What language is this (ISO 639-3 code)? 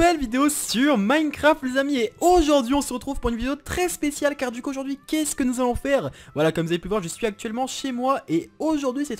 fra